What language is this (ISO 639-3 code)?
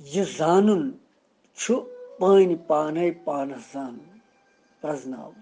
kas